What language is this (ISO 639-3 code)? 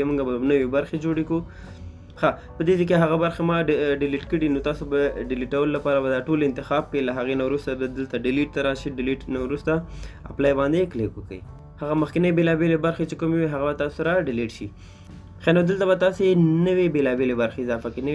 pus